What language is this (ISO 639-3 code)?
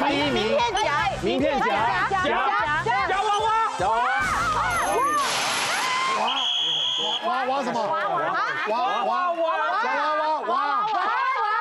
zho